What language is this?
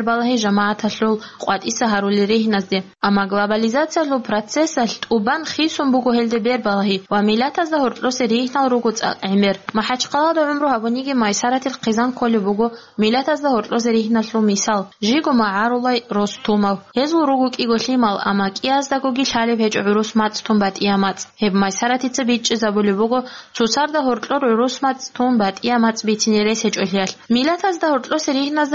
Avaric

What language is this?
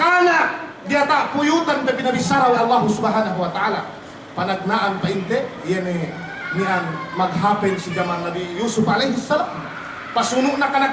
Yakan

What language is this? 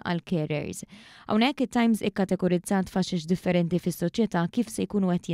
Maltese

